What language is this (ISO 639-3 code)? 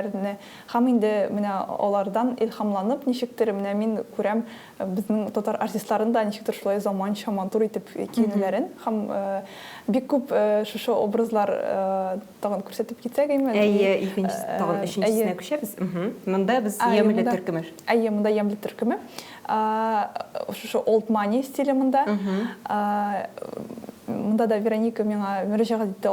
tat